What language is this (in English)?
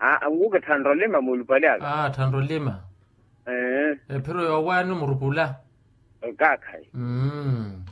Makhuwa